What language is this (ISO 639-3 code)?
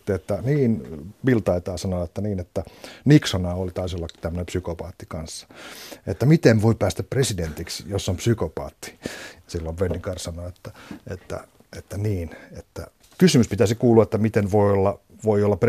fin